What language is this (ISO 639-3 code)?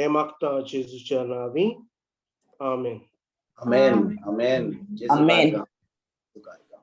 kok